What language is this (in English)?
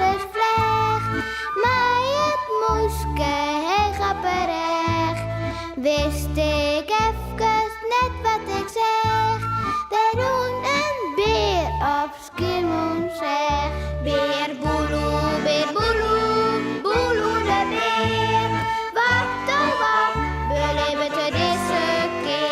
Western Frisian